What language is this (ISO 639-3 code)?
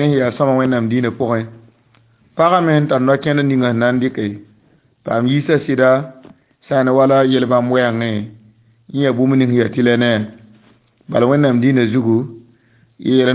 mos